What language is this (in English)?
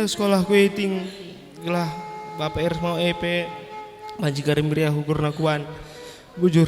Batak Karo